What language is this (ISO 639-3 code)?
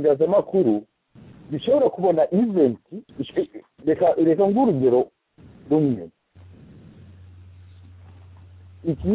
kin